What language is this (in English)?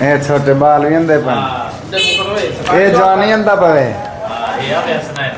Saraiki